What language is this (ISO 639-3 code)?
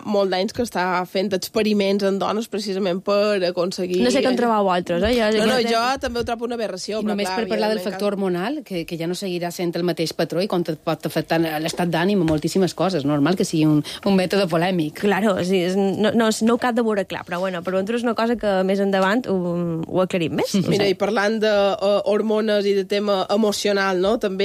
cat